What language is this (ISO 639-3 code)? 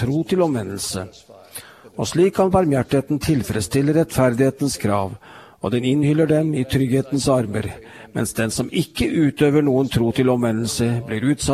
nor